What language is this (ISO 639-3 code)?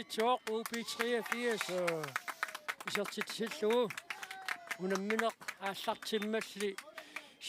kal